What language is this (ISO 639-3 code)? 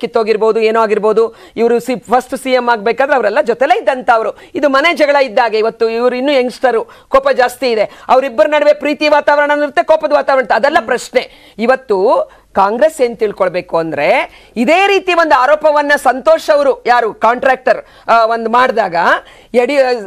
kan